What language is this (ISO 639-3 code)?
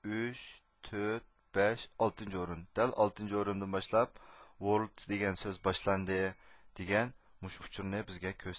uig